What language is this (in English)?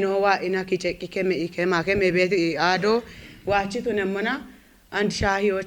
Kafa